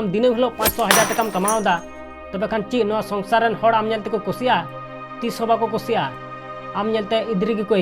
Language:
Santali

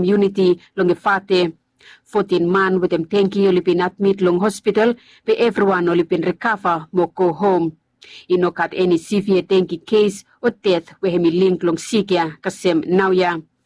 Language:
Bislama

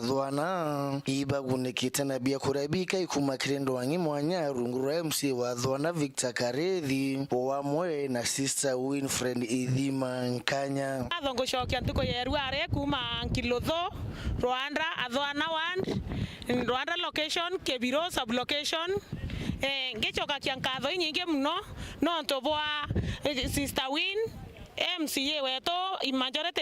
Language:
Meru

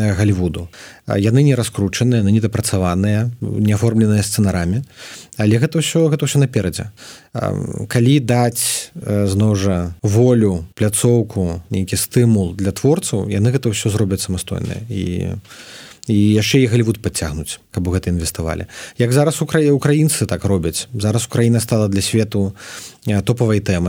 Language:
Belarusian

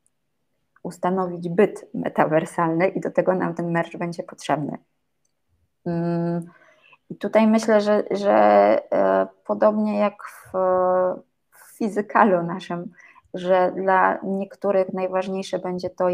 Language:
Polish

